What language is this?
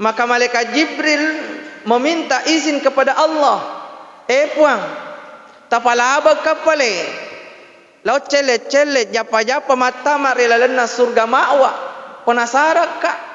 Buginese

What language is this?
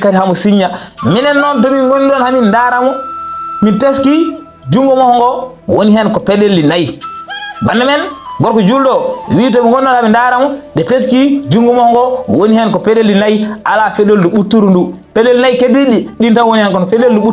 Fula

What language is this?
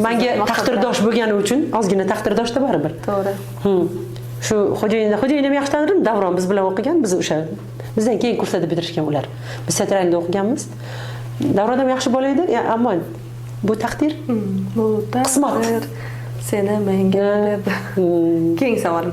Uzbek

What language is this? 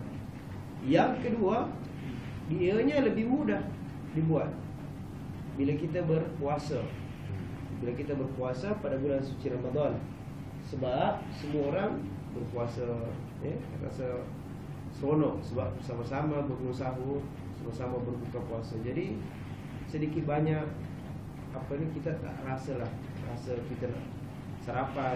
Malay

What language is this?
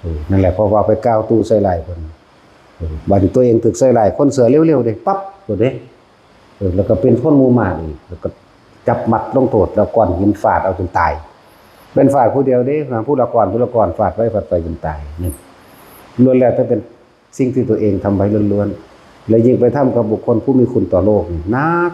Northeastern Thai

